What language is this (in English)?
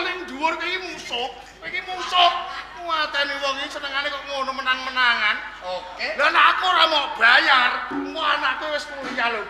Javanese